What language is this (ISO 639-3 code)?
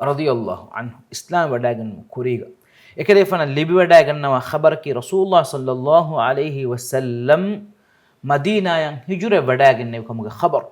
div